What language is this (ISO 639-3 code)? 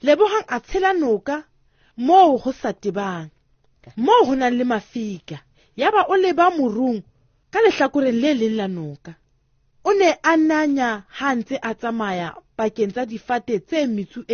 sot